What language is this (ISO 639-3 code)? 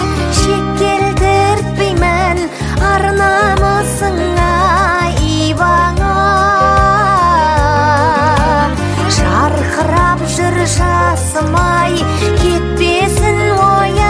kaz